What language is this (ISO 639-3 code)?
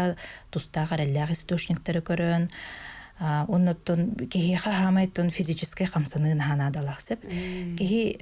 sah